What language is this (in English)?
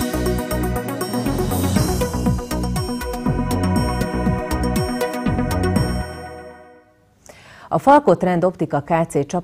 Hungarian